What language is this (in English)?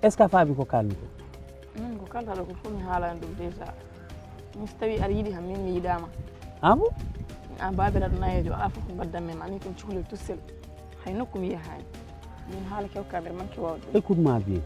Fula